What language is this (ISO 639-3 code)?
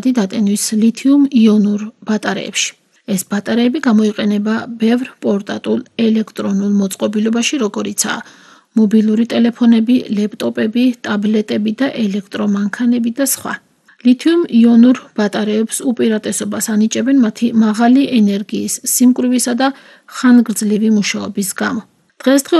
kat